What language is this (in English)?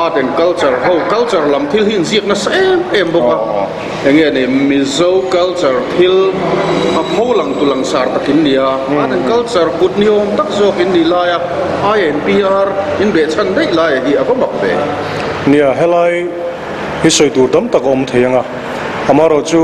Mizo